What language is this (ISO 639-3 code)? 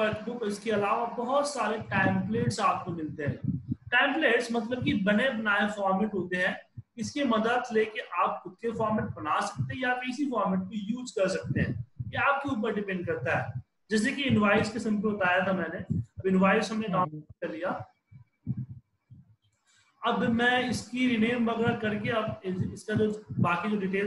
hin